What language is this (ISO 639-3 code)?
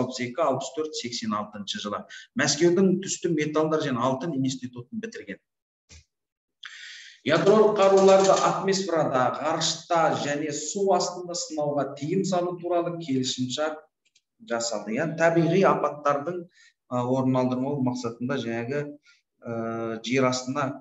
kaz